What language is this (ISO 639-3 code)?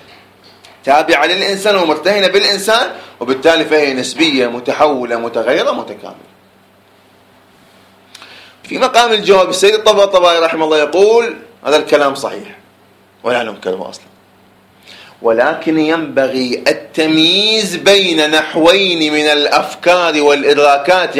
ara